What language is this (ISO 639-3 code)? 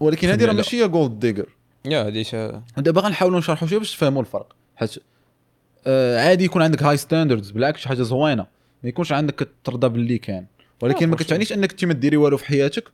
ary